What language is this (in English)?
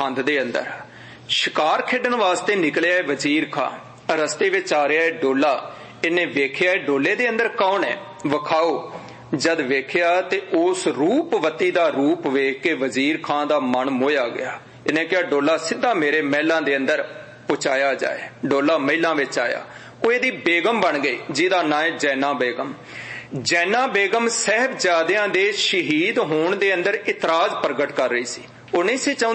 Punjabi